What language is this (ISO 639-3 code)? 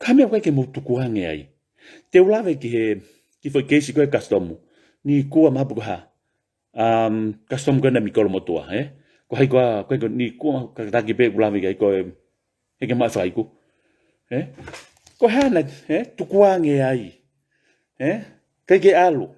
ton